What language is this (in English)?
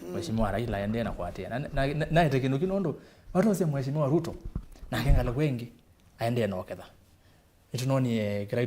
Kamba